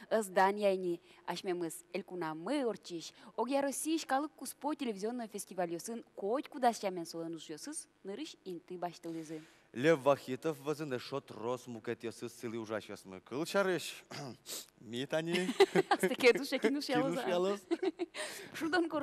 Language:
Udmurt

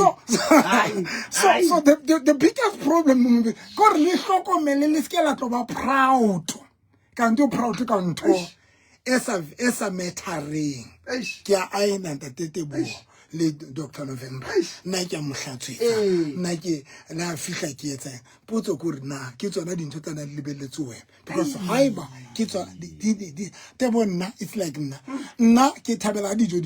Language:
Southern Sotho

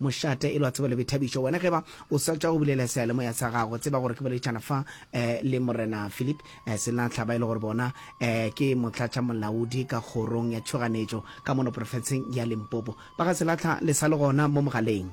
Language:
Northern Sotho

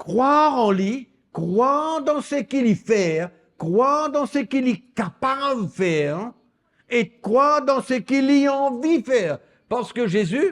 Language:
Morisyen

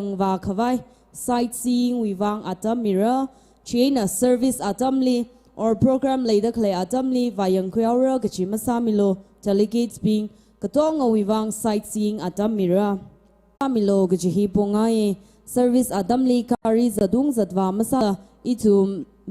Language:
Tangkhul Naga (India)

